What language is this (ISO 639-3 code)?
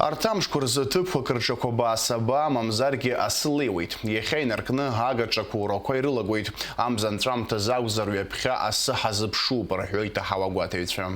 abk